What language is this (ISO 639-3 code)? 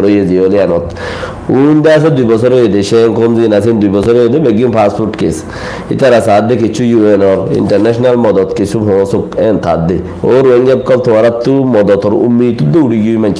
rhg